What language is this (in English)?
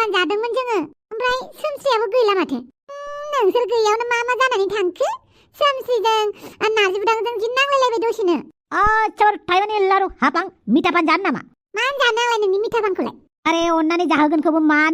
Bodo